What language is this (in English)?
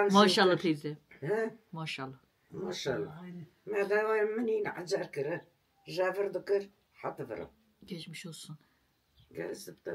Kurdish